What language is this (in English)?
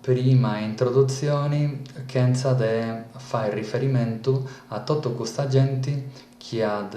Sardinian